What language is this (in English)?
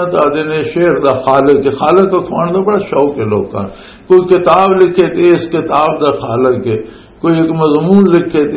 Western Panjabi